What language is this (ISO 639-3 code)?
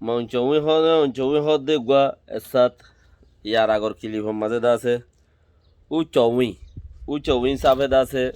rhg